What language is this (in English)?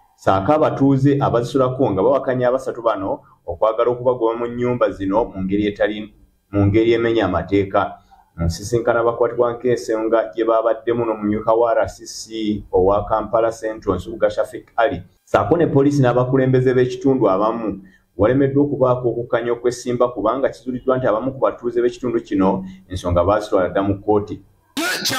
Ganda